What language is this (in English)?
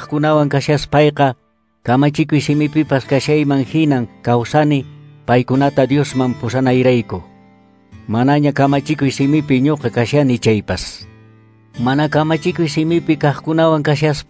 Quechua